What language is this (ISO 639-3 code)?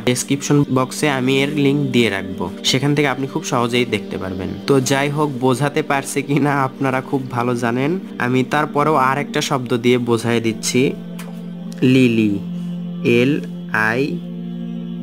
ben